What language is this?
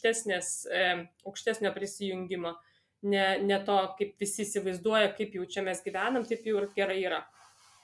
Lithuanian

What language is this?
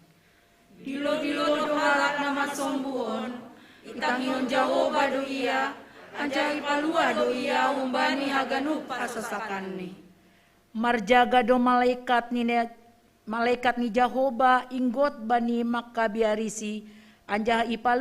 Batak Simalungun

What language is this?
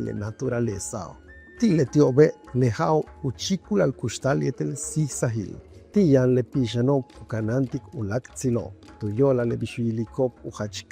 Yucateco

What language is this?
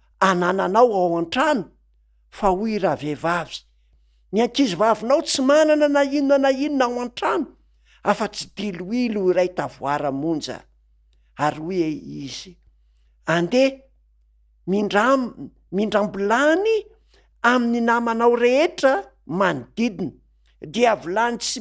Malagasy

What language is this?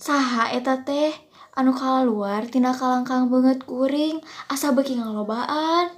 Sundanese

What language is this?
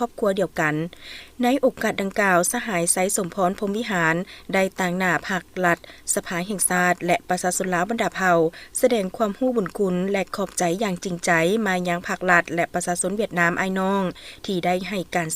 Lao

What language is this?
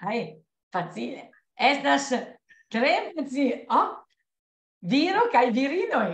Esperanto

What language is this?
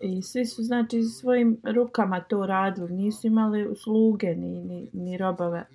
Bosnian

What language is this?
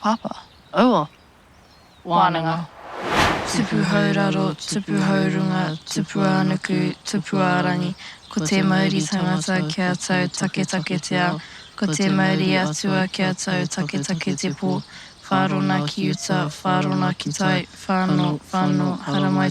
Māori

